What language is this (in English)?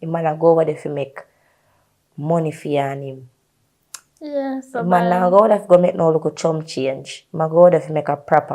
Jamaican Creole English